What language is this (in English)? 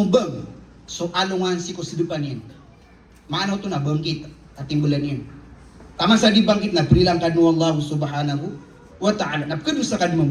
Maranao